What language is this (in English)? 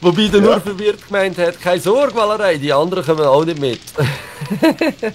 Swiss German